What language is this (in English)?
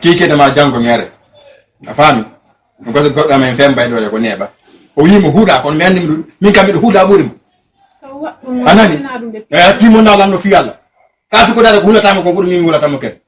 Fula